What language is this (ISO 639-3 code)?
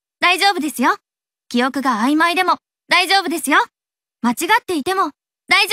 jpn